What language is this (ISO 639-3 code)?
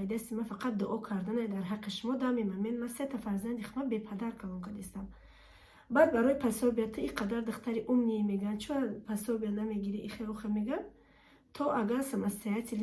tgk